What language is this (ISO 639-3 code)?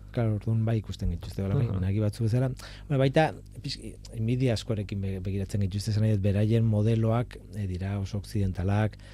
eus